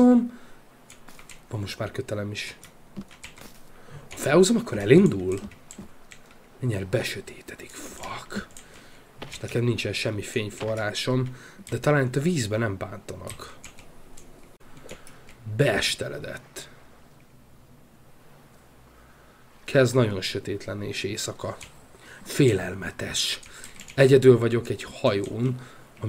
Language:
Hungarian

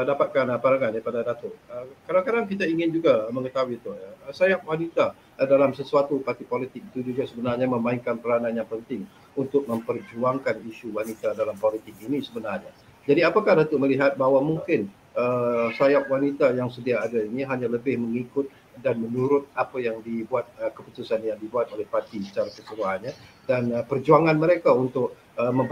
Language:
Malay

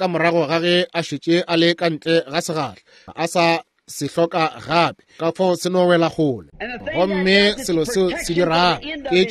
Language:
Northern Sotho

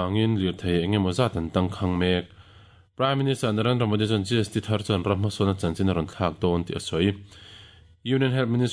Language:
Mizo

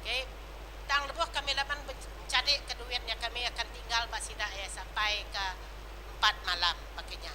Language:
Iban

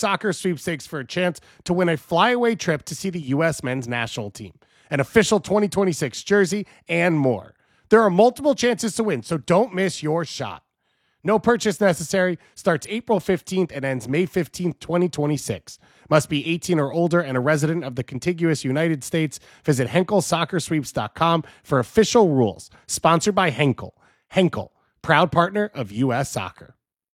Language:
English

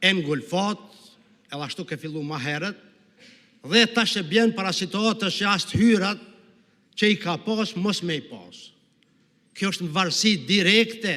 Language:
Albanian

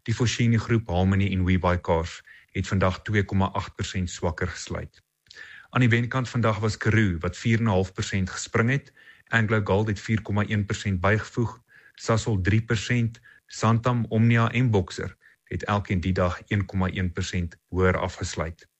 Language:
Afrikaans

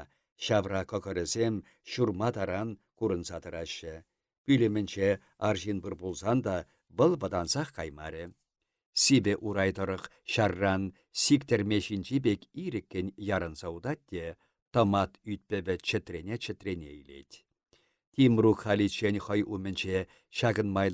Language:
Chuvash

